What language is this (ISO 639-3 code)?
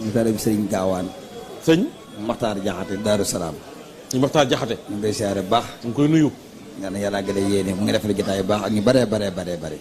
wol